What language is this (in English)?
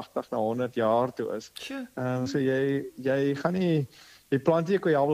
Afrikaans